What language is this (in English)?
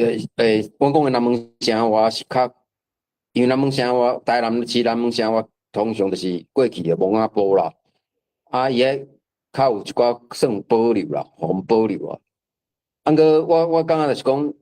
Min Nan Chinese